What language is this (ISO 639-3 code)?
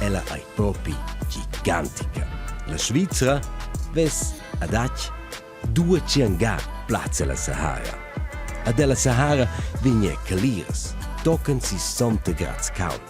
roh